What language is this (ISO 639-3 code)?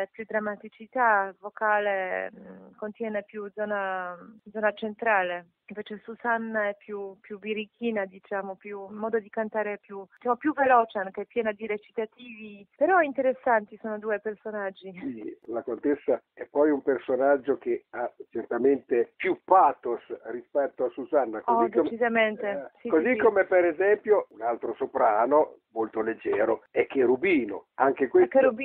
ita